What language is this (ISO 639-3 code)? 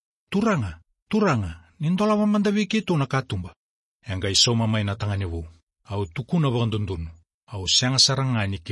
fij